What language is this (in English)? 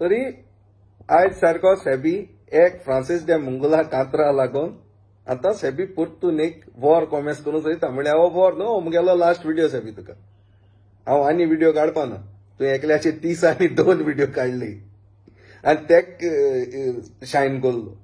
Konkani